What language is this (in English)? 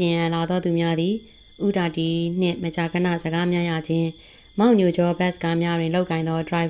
Burmese